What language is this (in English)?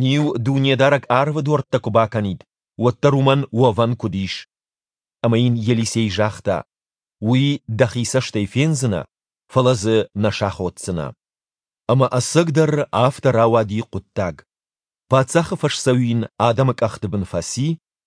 Ossetic